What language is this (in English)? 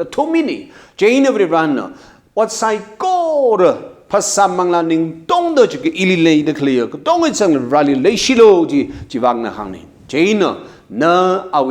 Tangkhul Naga (India)